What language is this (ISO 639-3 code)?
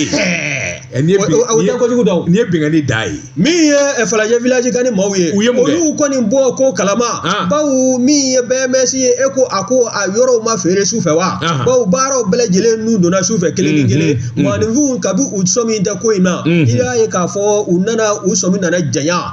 bam